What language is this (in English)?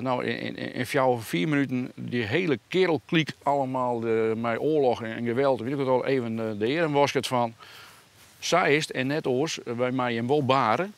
Western Frisian